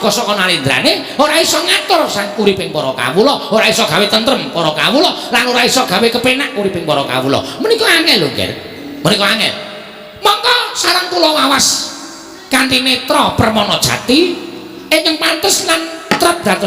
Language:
Javanese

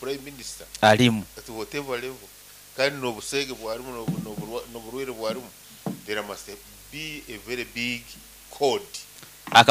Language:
Nyoro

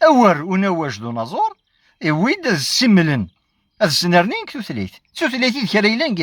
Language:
Kabyle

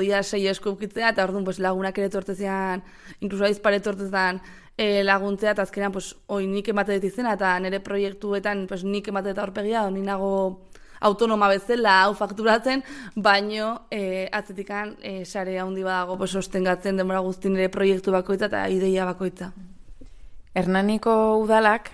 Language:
Basque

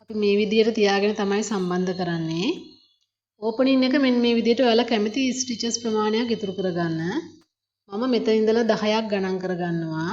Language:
Sinhala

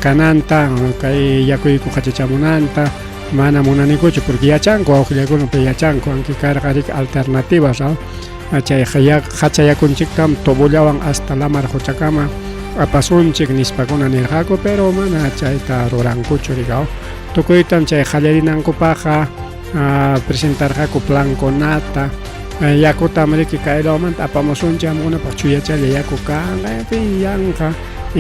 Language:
Ayacucho Quechua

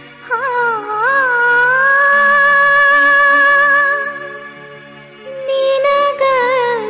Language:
Kannada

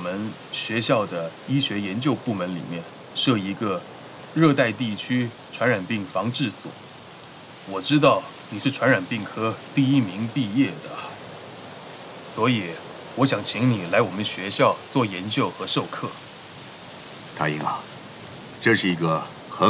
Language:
Chinese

